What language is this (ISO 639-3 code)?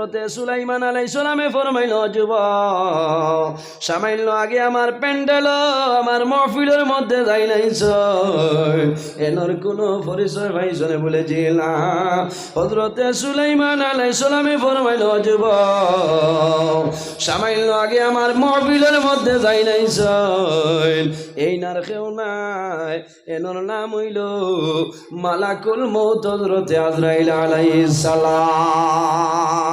syl